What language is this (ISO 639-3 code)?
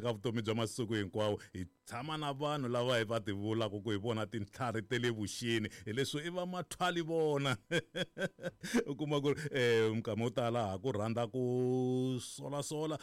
tso